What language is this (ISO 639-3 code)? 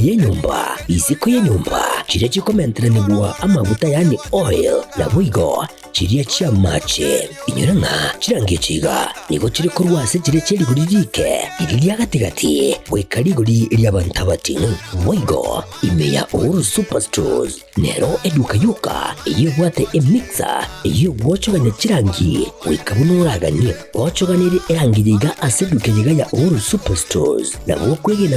guz